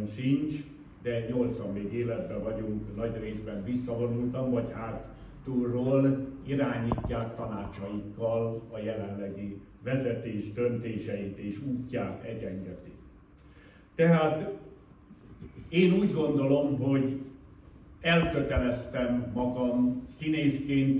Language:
Hungarian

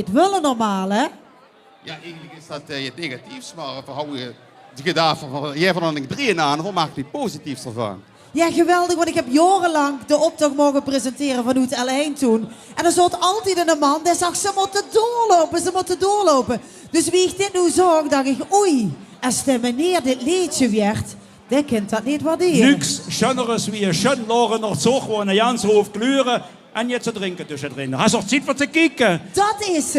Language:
Limburgish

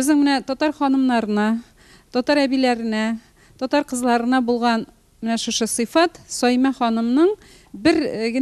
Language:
Tatar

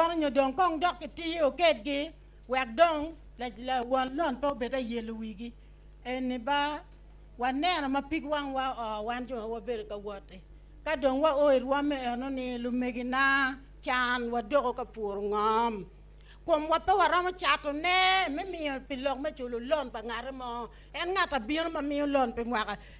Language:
Acoli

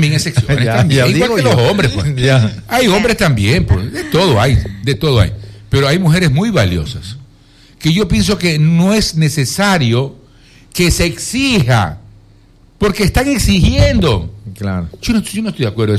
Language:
Spanish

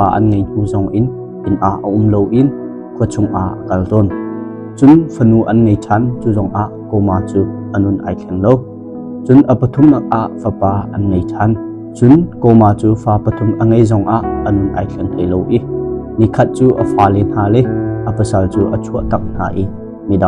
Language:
Hakha Chin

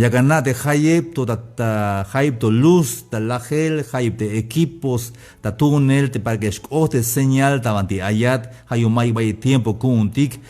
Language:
Tzeltal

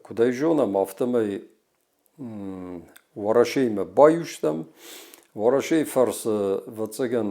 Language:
Ossetic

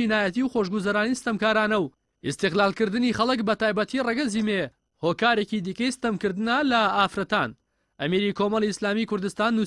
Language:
Central Kurdish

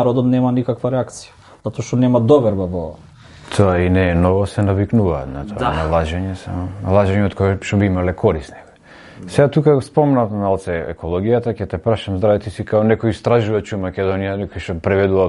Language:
Macedonian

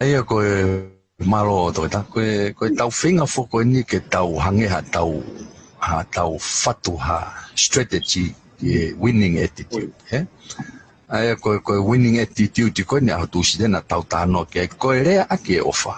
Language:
Tongan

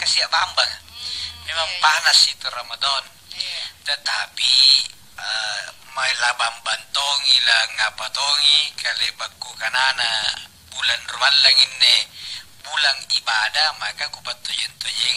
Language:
Makasar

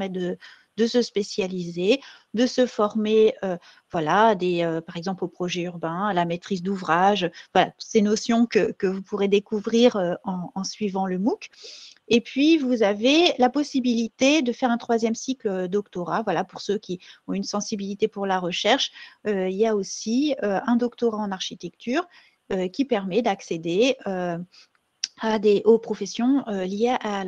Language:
French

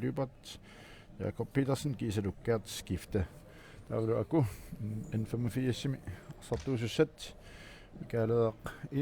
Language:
Kalaallisut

